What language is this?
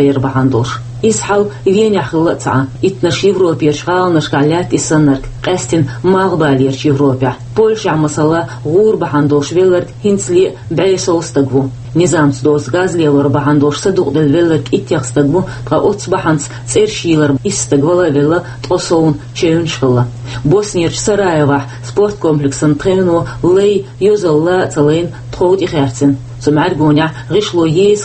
Chechen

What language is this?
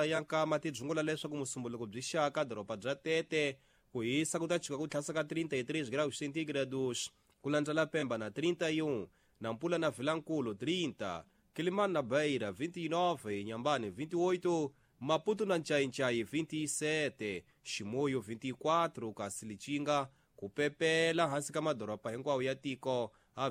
Tsonga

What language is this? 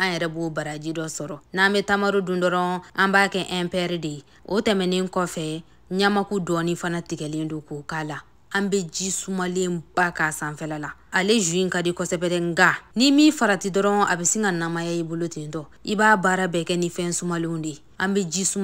Bambara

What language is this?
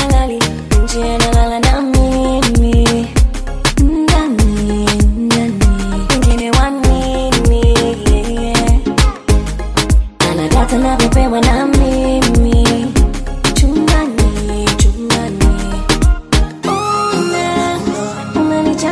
Swahili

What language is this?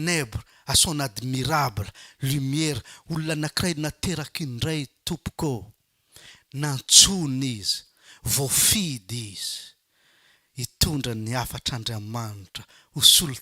Malagasy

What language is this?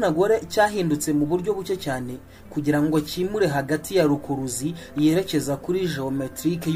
Kinyarwanda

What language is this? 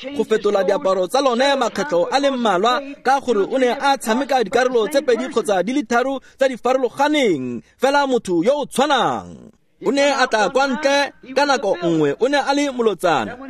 Tswana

